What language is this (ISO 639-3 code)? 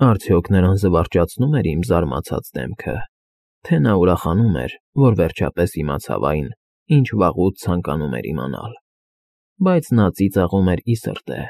hye